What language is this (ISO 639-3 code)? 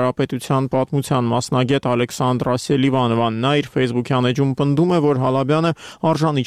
hye